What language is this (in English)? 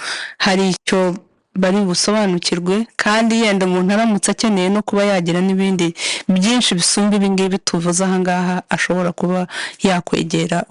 Kinyarwanda